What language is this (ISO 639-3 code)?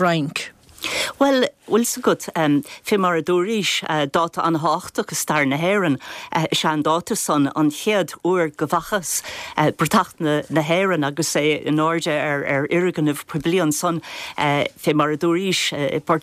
gle